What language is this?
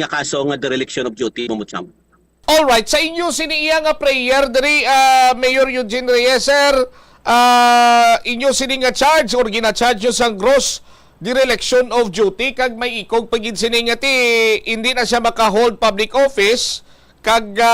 Hiligaynon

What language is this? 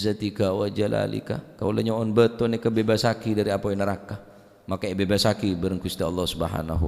Madurese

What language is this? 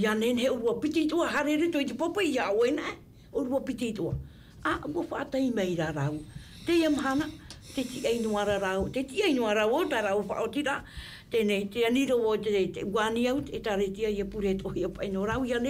Tahitian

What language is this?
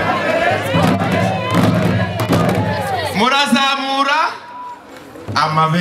Kinyarwanda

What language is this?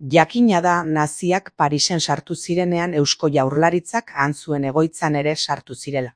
Basque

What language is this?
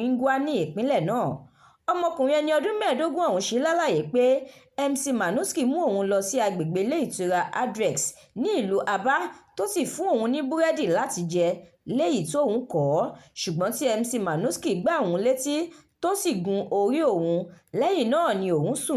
Yoruba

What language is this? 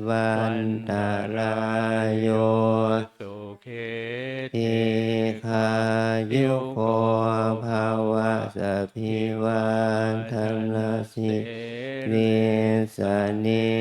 Pali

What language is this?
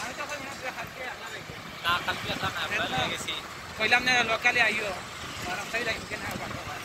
Sylheti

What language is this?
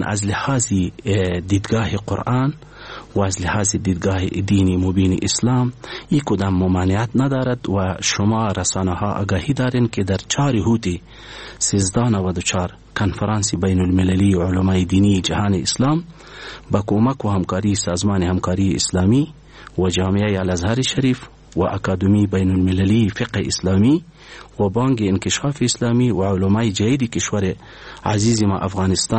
Persian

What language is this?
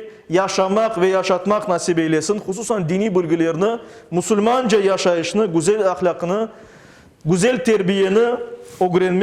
Crimean Tatar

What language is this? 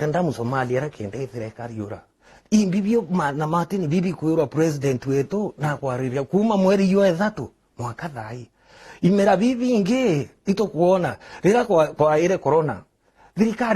Meru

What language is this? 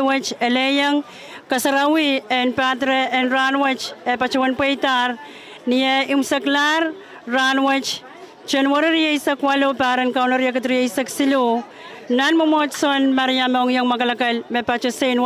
Pohnpeian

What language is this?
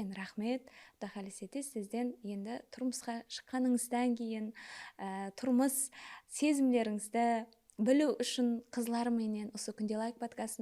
Kara-Kalpak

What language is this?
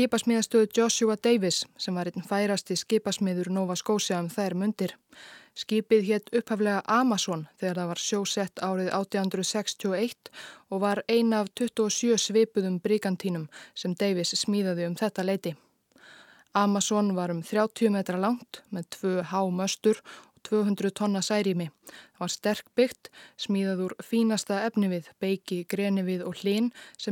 Icelandic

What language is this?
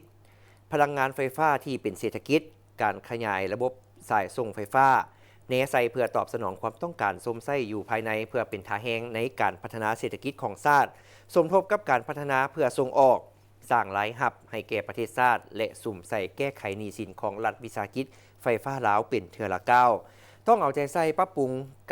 Lao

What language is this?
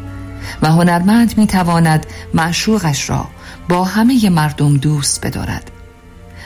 Persian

